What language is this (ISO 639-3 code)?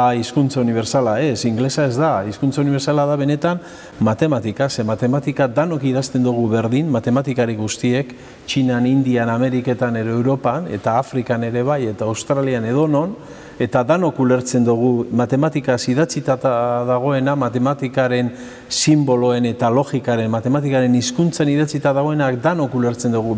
eus